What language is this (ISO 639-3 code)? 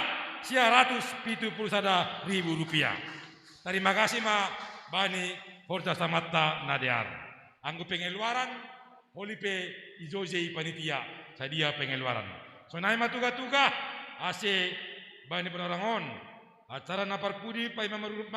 bts